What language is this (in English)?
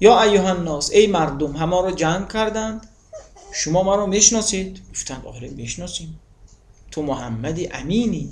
Tajik